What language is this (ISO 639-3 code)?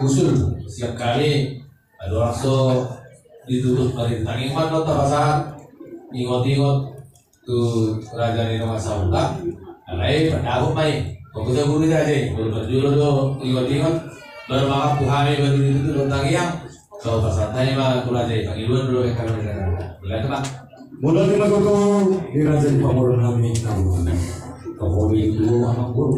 bbc